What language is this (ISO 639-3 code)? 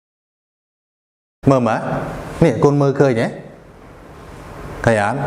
khm